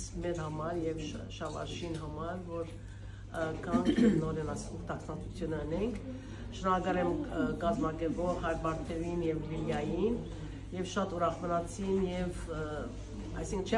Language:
Western Armenian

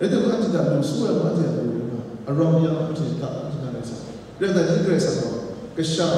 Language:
Kachin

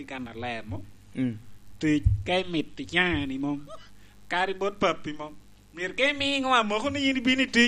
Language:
Lango (Uganda)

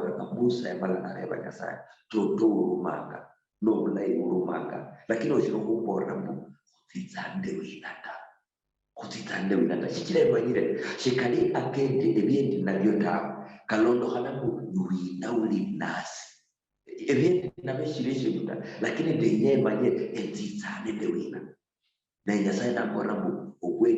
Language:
Luyia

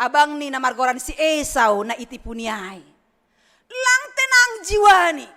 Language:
Batak Simalungun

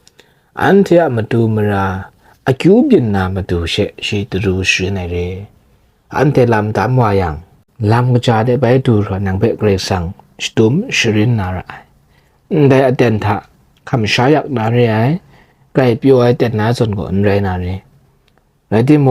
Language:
Kachin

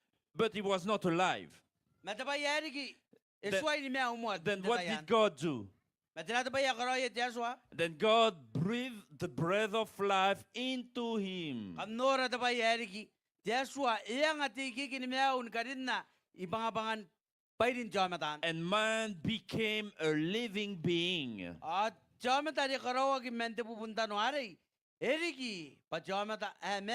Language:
Gilbertese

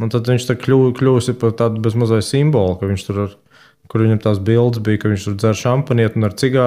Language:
Latvian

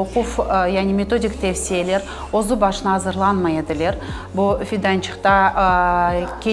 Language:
Crimean Tatar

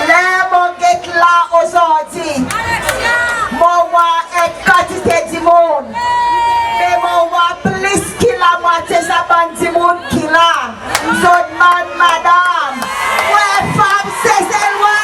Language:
Seselwa Creole French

